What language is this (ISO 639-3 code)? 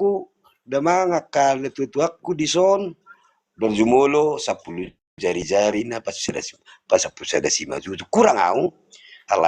bbc